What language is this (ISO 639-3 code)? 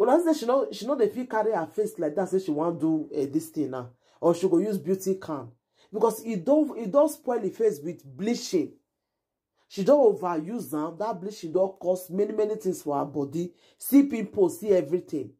pcm